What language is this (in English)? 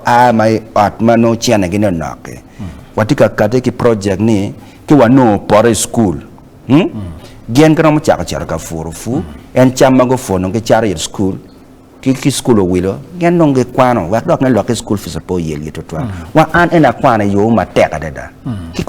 Acoli